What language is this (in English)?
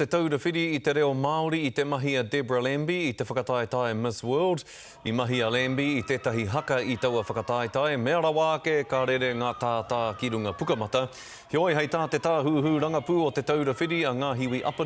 Māori